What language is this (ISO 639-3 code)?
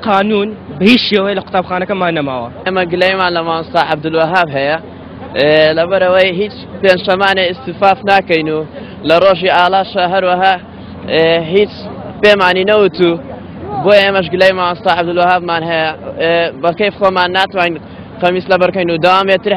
ckb